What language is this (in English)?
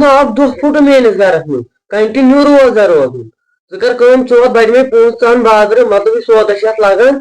Kashmiri